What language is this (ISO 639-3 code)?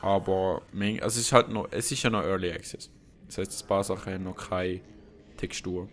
gsw